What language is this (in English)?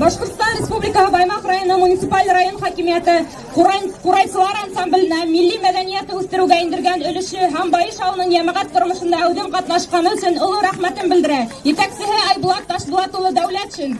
Bashkir